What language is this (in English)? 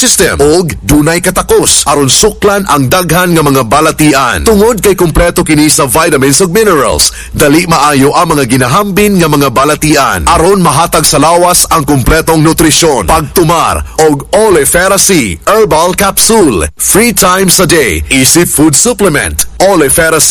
Cebuano